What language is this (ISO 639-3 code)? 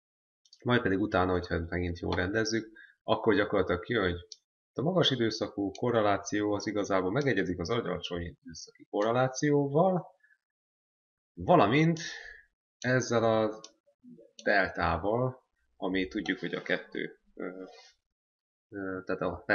hun